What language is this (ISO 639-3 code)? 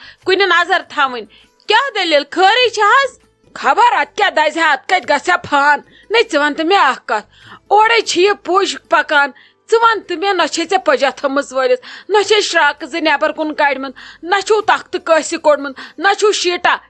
kas